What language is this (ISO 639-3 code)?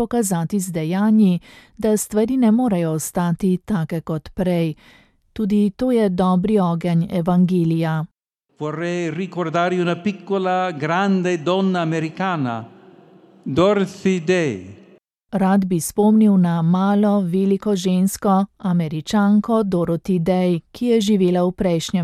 slv